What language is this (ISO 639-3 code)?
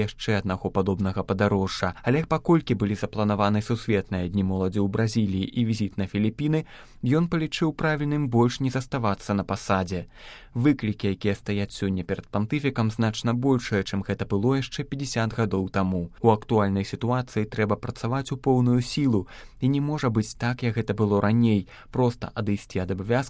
bel